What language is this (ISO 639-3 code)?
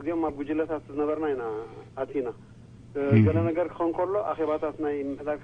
tir